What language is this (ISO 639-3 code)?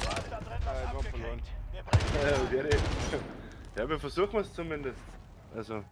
bar